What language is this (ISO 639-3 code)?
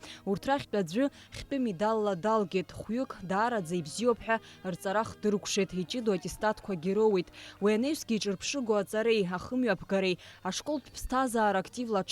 abk